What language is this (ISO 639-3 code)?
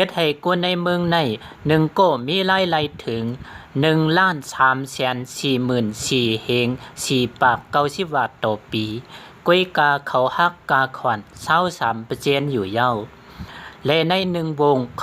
shn